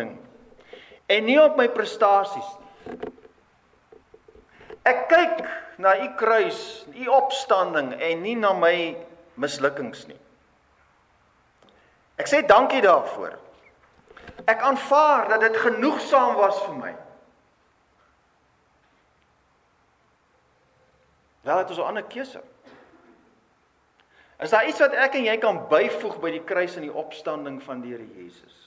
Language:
Afrikaans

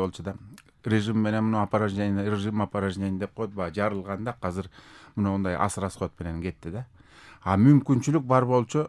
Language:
Kyrgyz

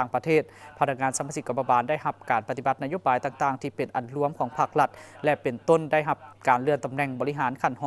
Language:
Lao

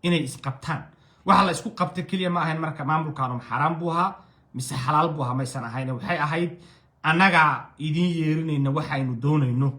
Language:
Somali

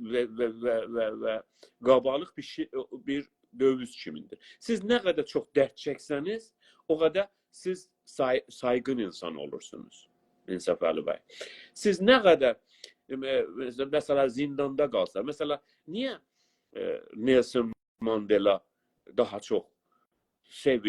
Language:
South Azerbaijani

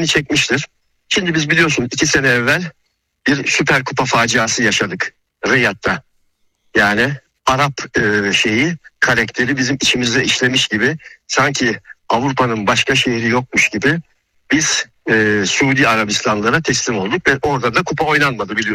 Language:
Turkish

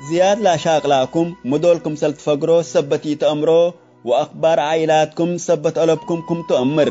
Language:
Tigre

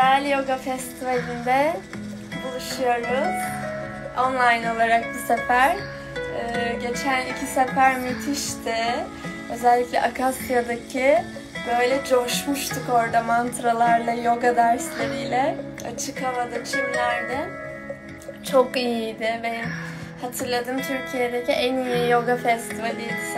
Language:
Turkish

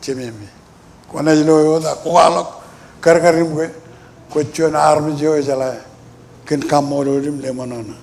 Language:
Marshallese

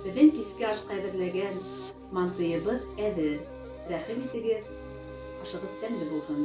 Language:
Bashkir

